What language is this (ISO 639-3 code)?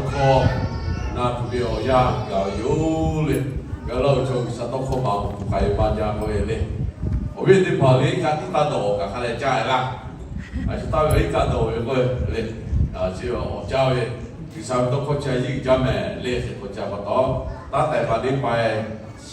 lhu